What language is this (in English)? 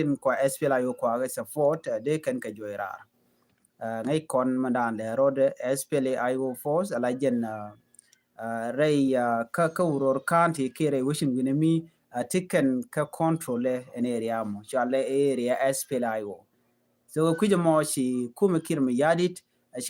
Nuer